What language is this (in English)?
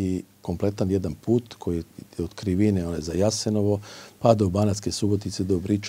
Serbian